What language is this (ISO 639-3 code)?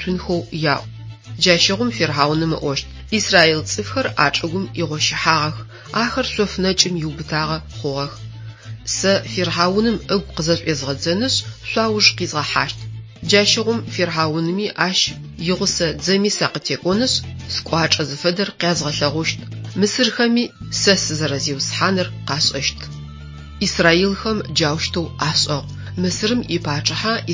ady